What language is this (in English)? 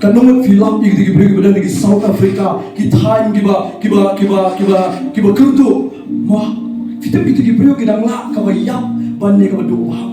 Khasi